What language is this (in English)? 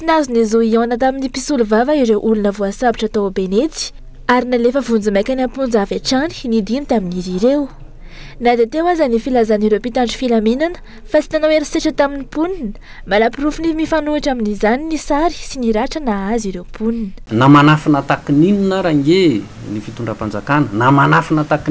Malagasy